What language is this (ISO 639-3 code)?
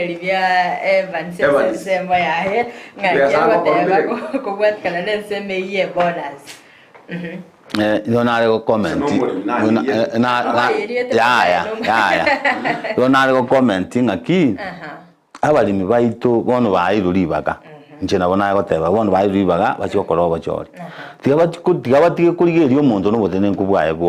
guz